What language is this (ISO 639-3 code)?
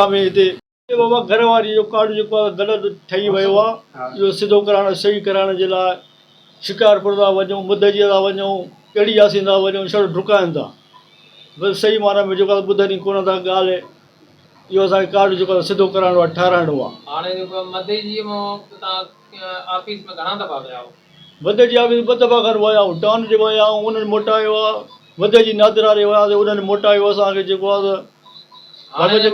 snd